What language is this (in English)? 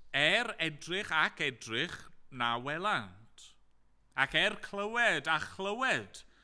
Welsh